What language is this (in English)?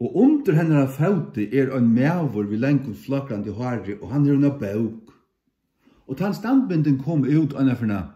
Faroese